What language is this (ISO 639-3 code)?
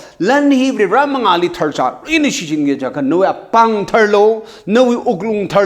nmf